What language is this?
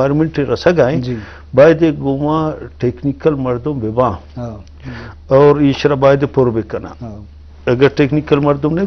Eastern Balochi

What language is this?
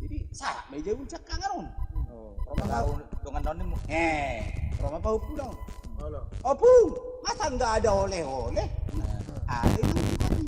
Batak Toba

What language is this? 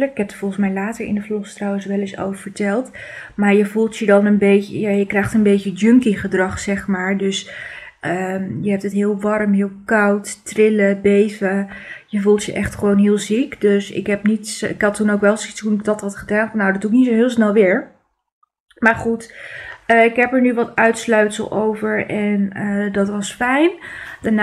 Dutch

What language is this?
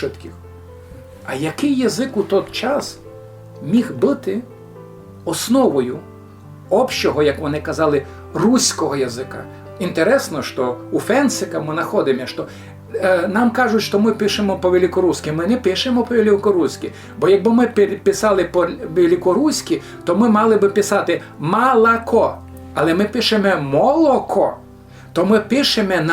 Rusyn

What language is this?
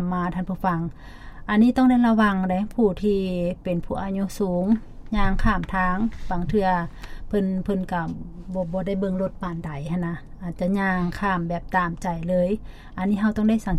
Lao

